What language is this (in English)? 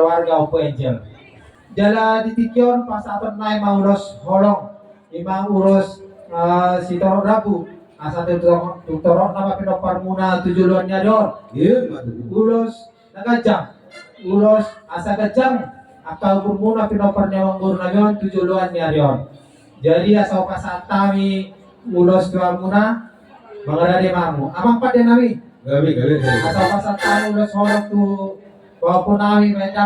Batak Toba